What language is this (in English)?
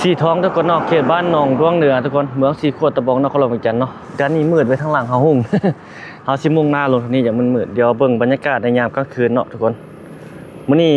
Lao